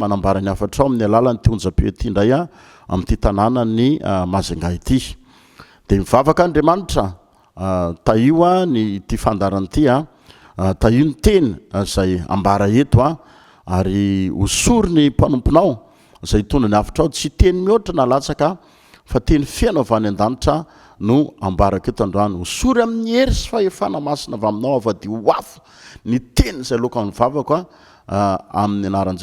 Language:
Malagasy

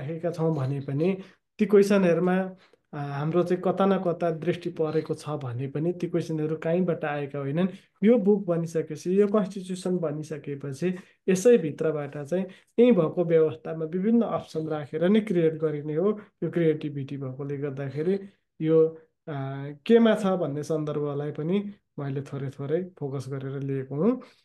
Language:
Nepali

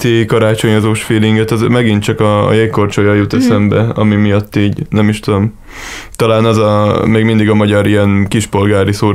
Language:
Hungarian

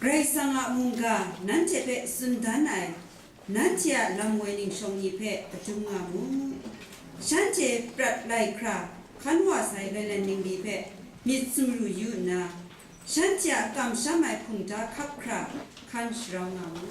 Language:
Kachin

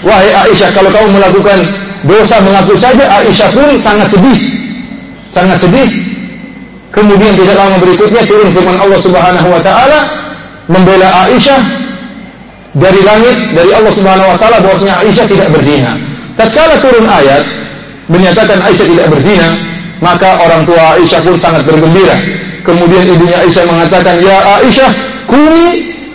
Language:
Indonesian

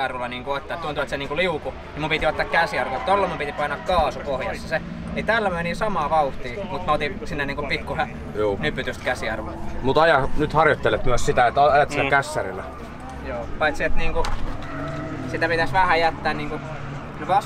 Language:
Finnish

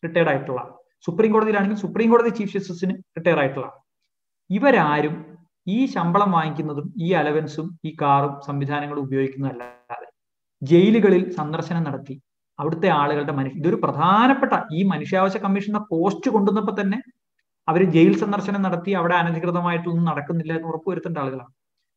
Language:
Malayalam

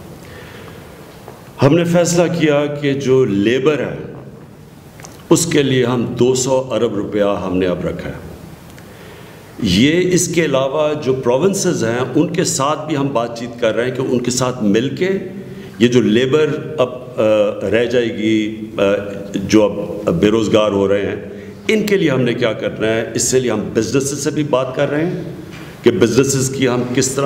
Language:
Urdu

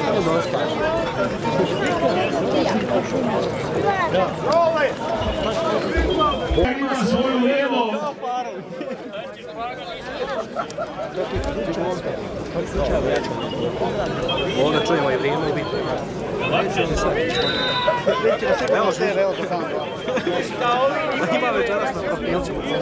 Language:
Croatian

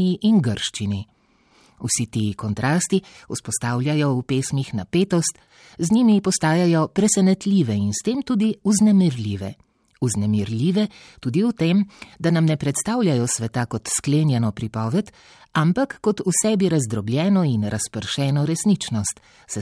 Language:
Slovenian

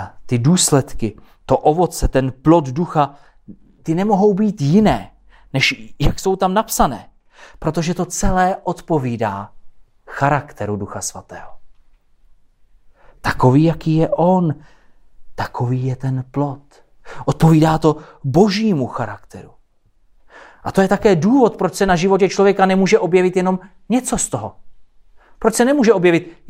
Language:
Czech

